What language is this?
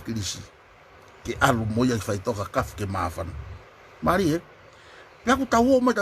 Tongan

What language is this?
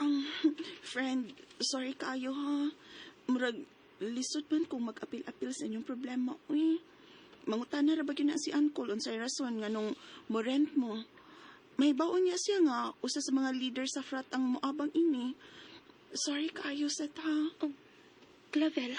Cebuano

